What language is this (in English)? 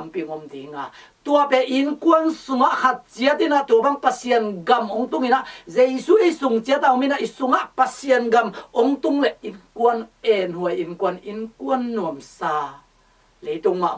Tedim Chin